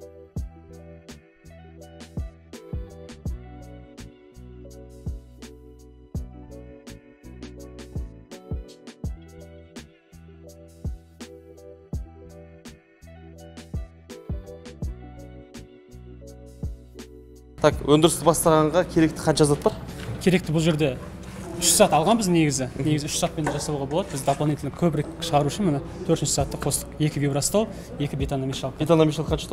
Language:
Kazakh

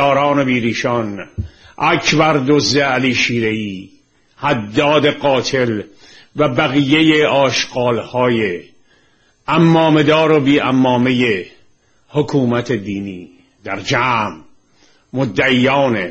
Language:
Persian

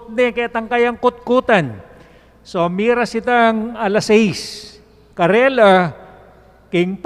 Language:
Pampanga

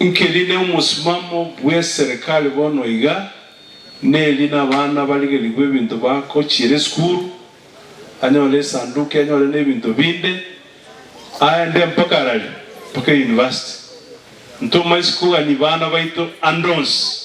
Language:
Gusii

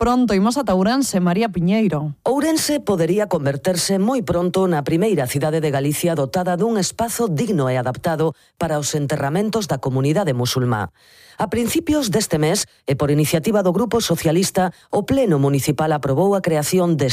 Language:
Galician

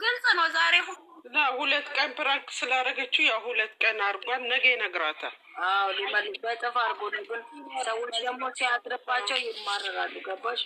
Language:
Amharic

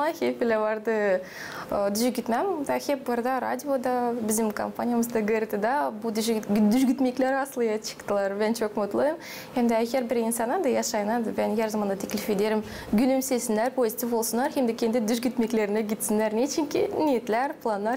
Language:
Gagauz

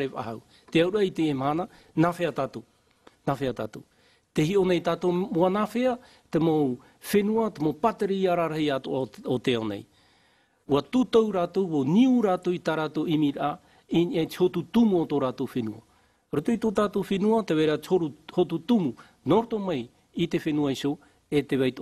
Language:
Tahitian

